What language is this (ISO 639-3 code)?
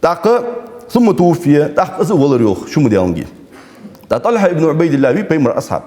inh